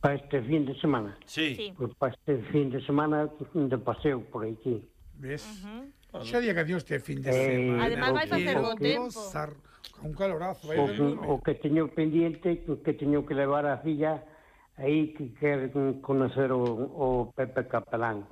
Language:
Galician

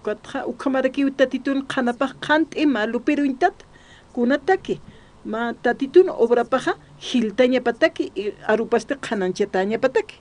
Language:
Aymara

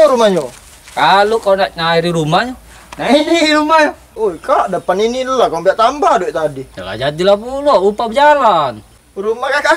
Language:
Musi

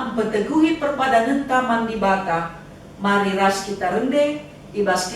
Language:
Batak Karo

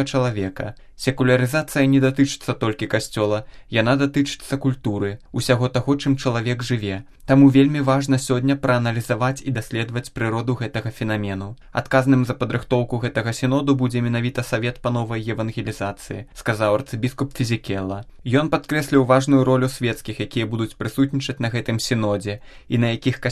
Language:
Belarusian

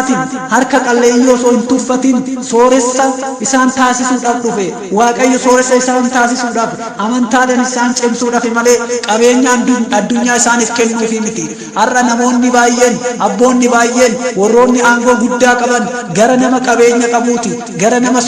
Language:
Oromo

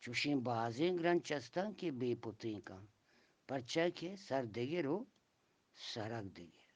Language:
Eastern Balochi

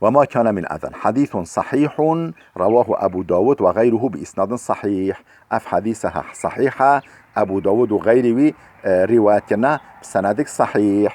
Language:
Kurdish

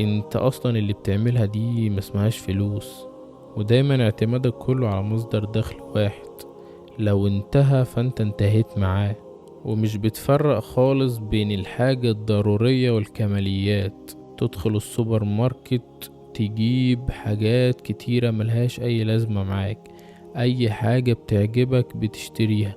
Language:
Egyptian Arabic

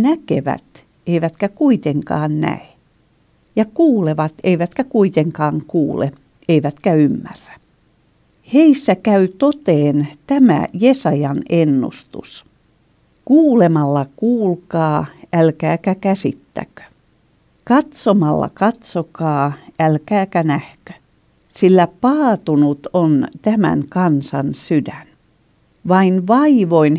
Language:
Finnish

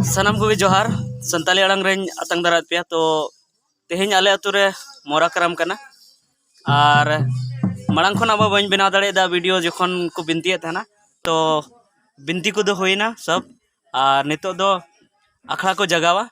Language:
Santali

